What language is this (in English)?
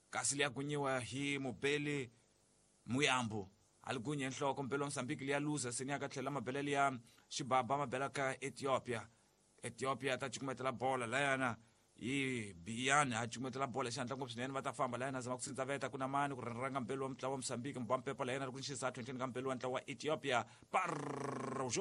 Tsonga